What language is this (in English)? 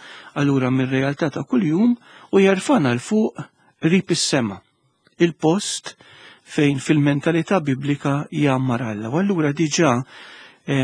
Maltese